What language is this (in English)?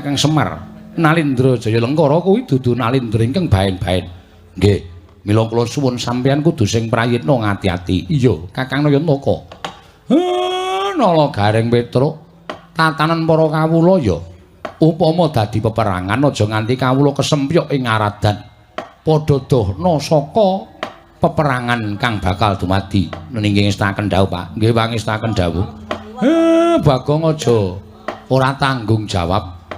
Javanese